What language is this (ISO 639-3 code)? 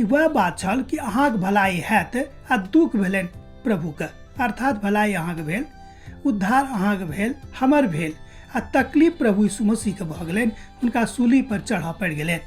mai